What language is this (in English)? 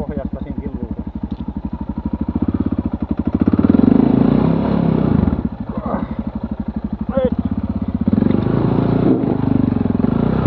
Finnish